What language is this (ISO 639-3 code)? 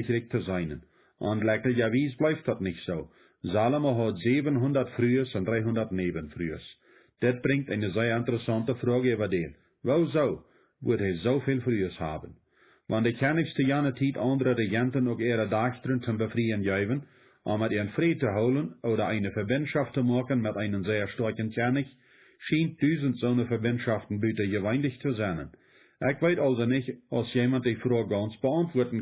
pdt